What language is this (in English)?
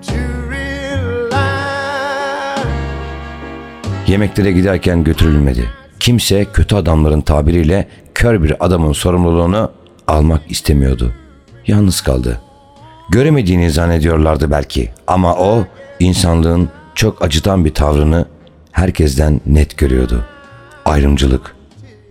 Turkish